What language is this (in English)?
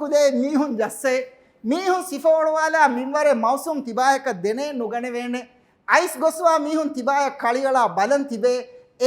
Divehi